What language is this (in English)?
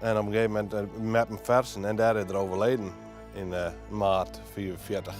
Western Frisian